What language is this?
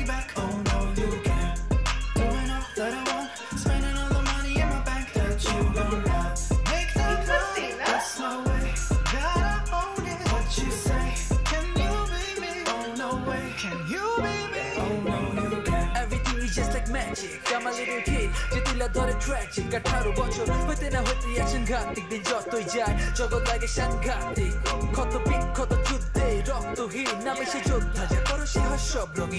Bangla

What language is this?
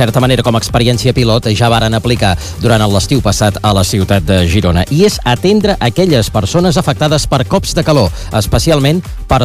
Catalan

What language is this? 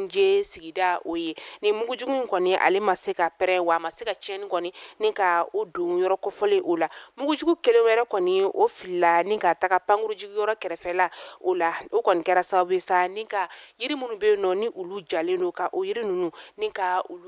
Bambara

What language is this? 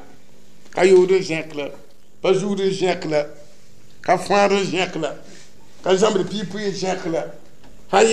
Mossi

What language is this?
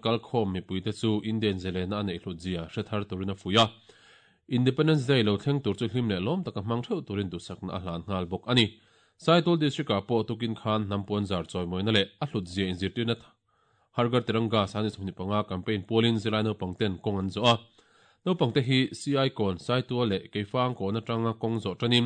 Mizo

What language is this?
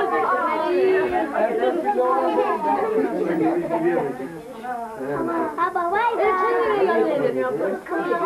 Turkish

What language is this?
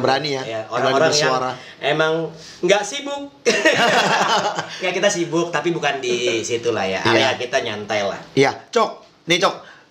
Indonesian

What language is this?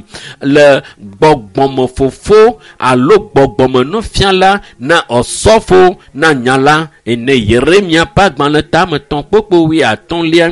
Ewe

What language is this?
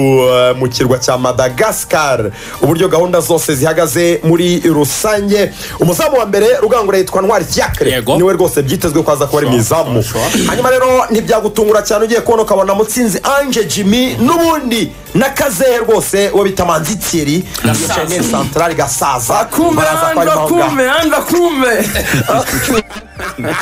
Kinyarwanda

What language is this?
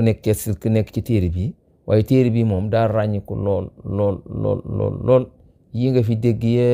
Wolof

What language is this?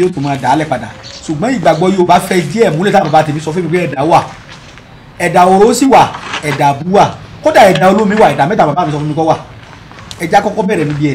Yoruba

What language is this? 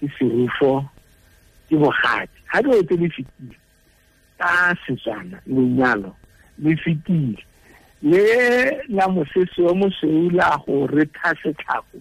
Tswana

